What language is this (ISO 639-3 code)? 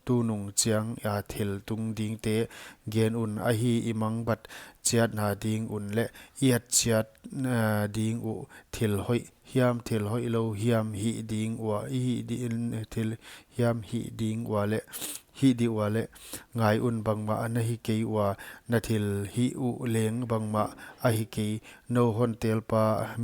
pck